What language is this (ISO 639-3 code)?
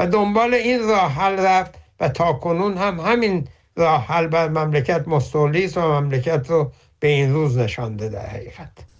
fas